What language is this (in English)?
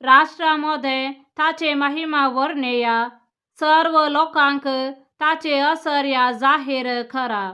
Konkani